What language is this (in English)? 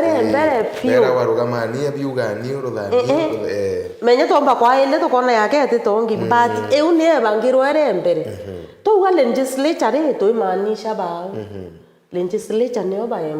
Meru